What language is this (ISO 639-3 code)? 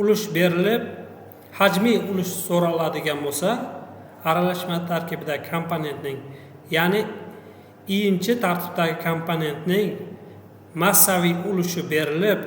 uzb